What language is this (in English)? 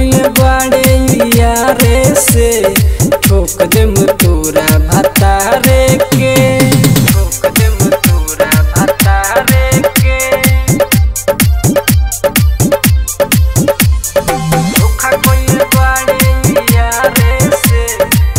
Bhojpuri